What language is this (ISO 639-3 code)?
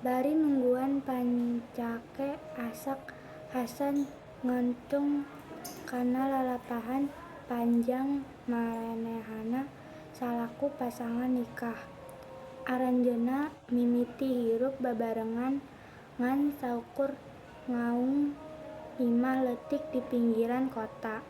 sun